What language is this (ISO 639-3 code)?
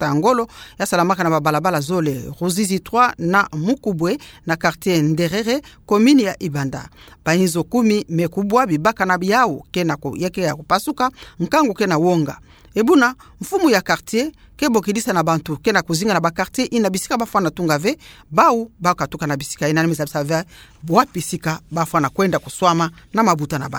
ktu